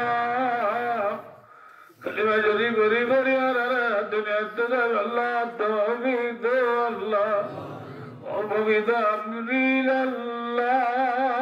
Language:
Rohingya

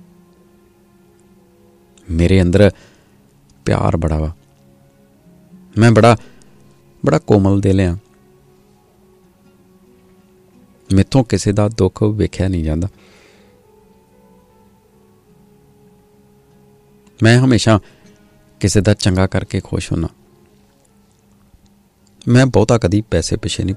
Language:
Punjabi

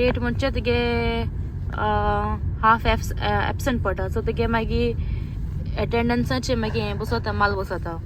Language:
Konkani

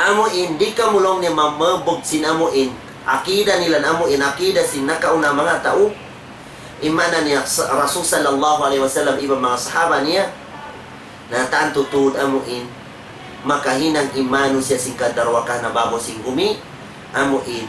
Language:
Tausug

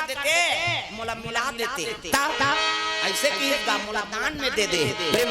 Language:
Chhattisgarhi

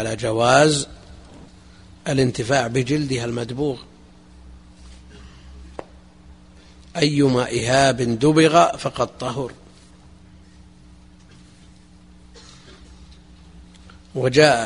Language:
Arabic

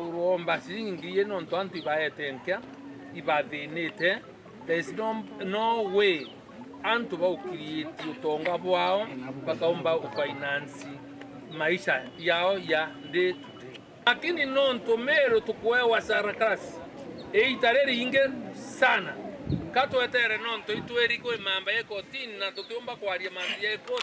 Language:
Meru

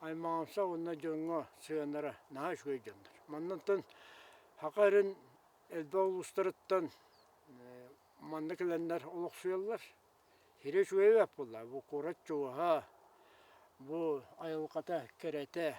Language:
Yakut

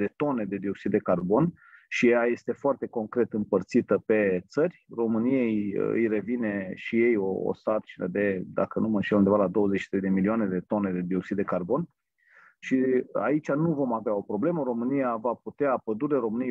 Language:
Romanian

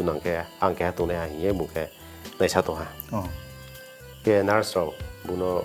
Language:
Riang (India)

